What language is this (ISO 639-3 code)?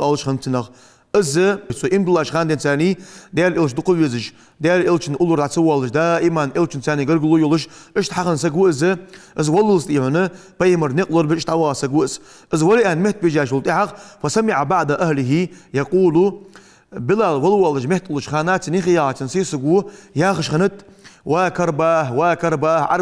inh